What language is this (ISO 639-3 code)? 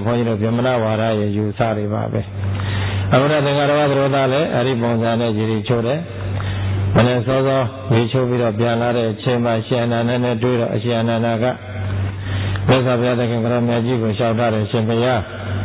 mya